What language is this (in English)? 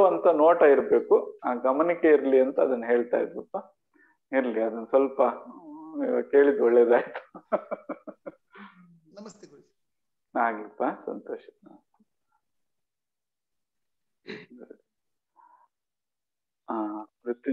Kannada